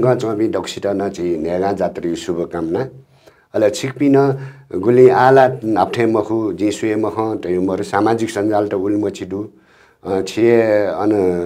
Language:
Newari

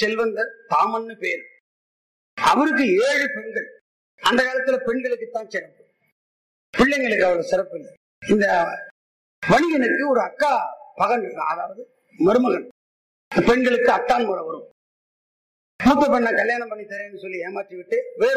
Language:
Tamil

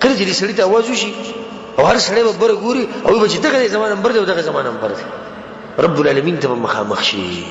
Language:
Pashto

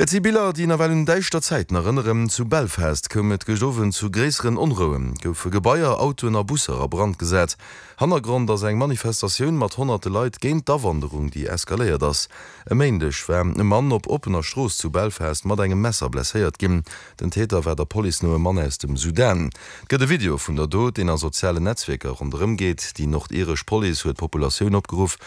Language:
Luxembourgish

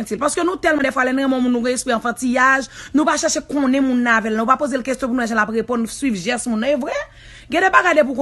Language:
Haitian Creole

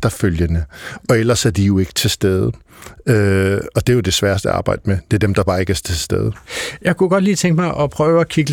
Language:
Danish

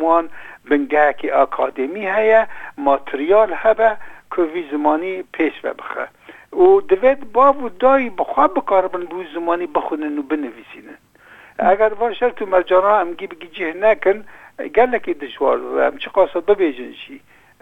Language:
Kurdish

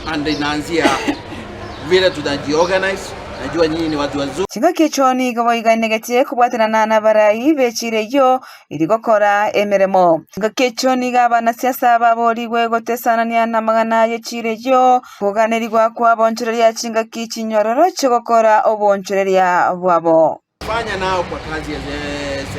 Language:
Gusii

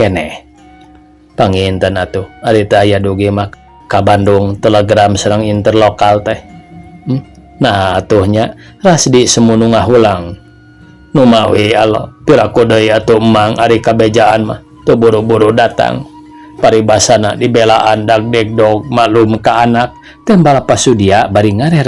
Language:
Sundanese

